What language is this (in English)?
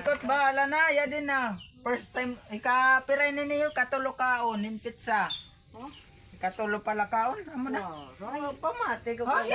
Waray